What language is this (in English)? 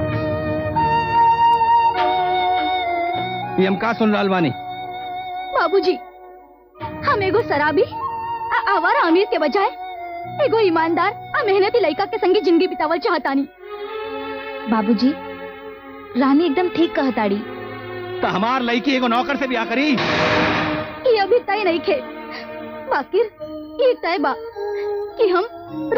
Bhojpuri